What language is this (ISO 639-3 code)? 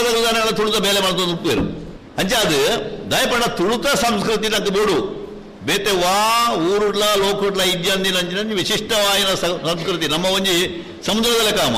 tcy